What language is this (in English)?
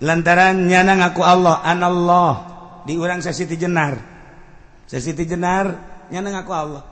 Sundanese